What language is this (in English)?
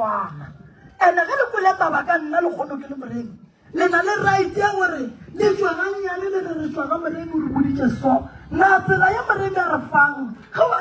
Northern Sotho